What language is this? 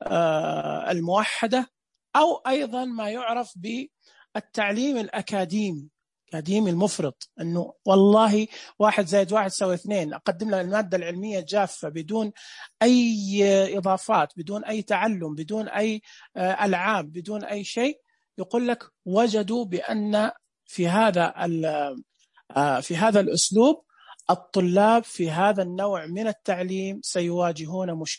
Najdi Arabic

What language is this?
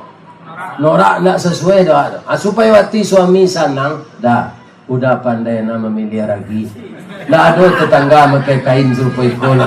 Minangkabau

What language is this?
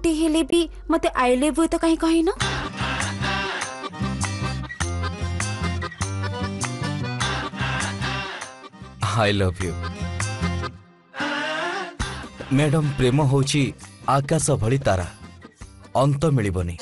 Odia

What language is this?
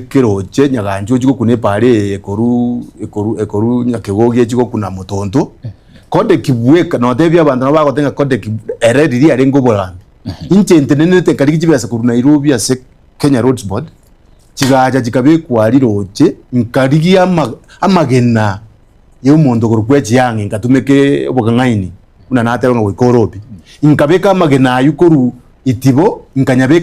Gusii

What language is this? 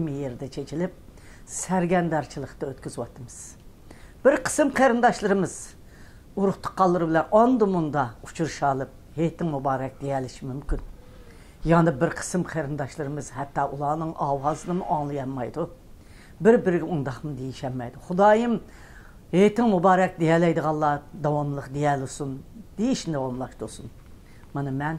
Uyghur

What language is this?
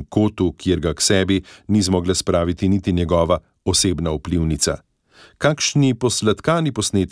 Slovenian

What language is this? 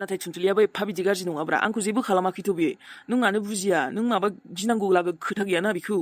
Bodo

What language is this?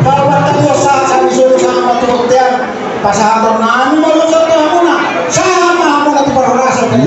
Batak Toba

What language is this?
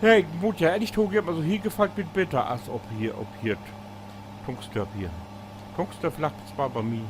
Low German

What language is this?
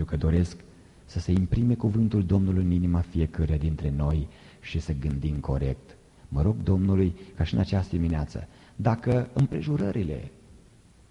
Romanian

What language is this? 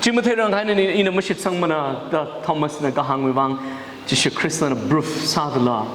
Tangkhul Naga (India)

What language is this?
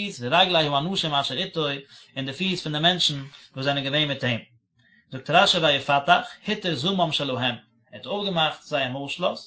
Yiddish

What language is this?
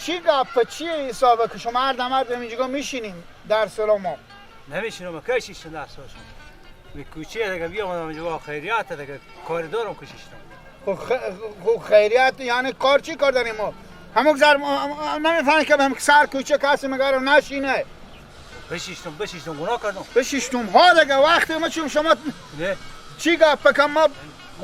Persian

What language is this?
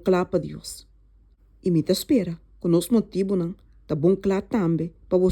Papiamento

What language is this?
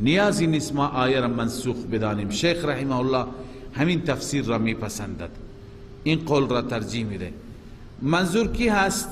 Persian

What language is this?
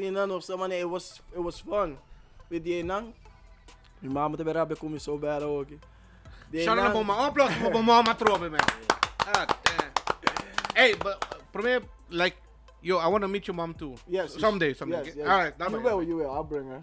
Papiamento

